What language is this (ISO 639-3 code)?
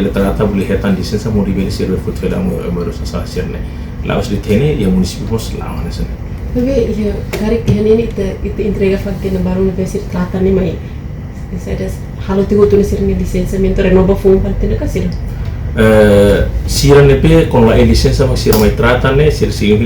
tet